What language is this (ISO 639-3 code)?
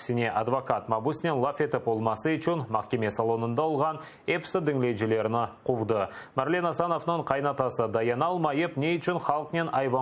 crh